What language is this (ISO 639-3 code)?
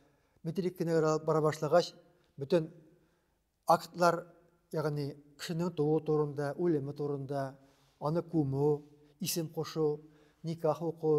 tat